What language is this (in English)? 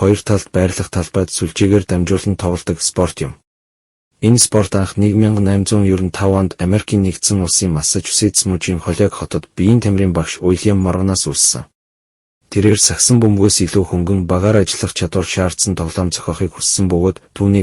Mongolian